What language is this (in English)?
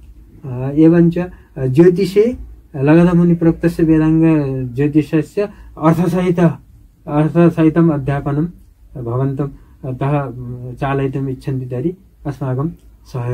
Sanskrit